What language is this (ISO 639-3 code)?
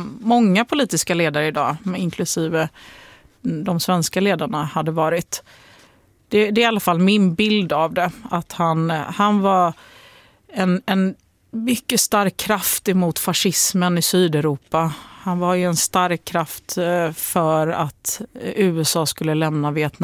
swe